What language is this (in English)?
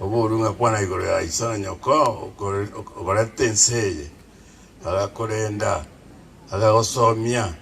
Gusii